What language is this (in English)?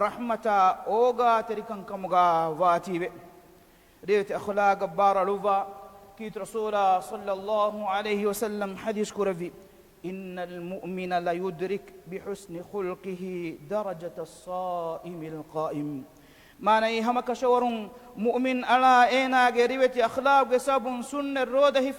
Divehi